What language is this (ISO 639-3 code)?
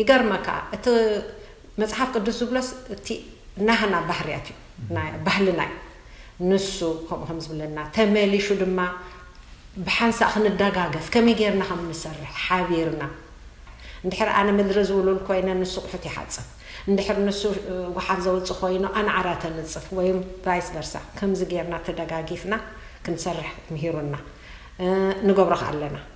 tir